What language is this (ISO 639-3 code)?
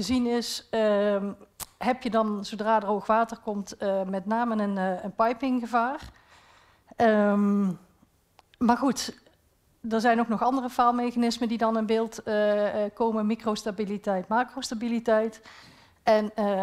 nld